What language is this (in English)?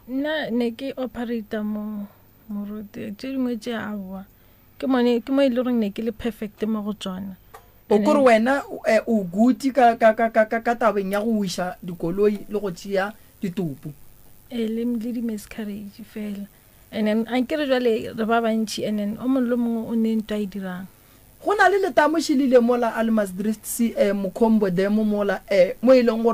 Northern Sotho